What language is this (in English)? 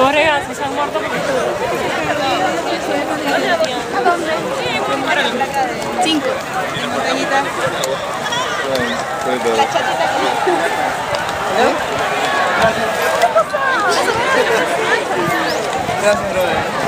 Spanish